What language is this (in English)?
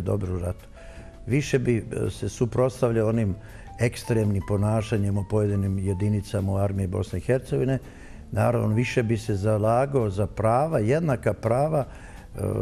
Bosnian